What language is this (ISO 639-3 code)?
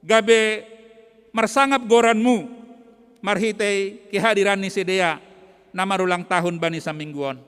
bts